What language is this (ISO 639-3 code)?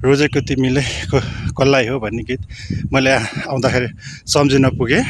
nep